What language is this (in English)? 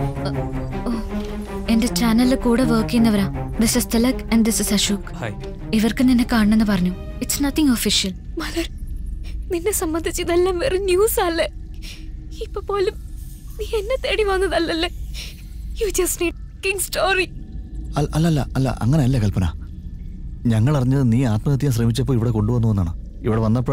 Malayalam